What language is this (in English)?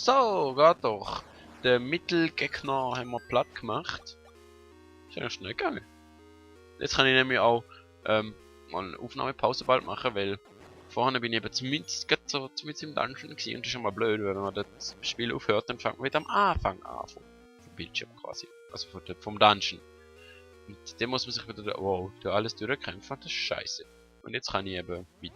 Swiss German